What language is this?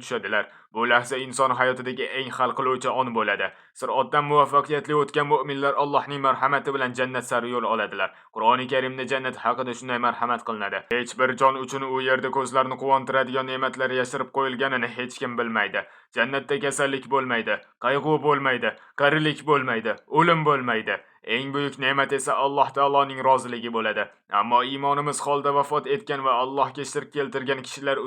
Uzbek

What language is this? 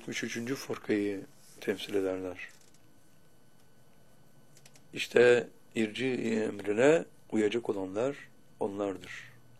Turkish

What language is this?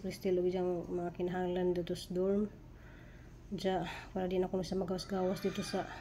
Cebuano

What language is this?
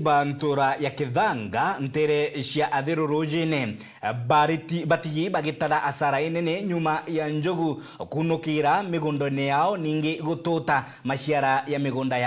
Meru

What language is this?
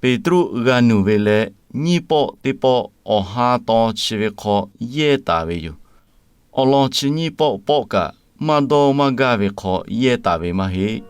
Lahu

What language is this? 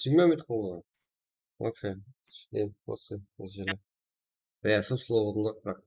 Kara-Kalpak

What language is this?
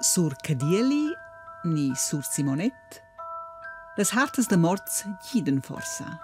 Romansh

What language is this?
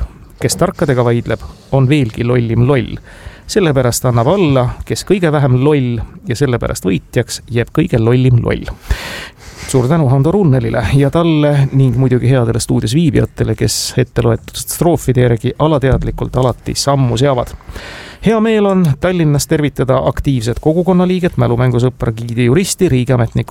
Estonian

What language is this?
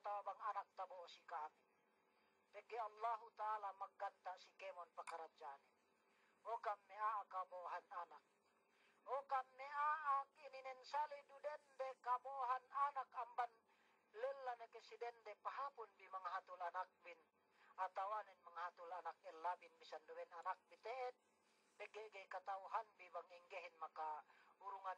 Yakan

